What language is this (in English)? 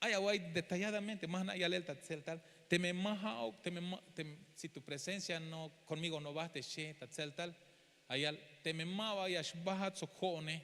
Tzeltal